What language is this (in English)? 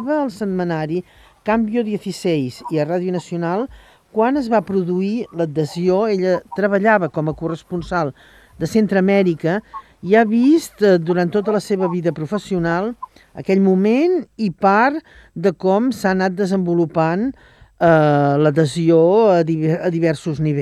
Catalan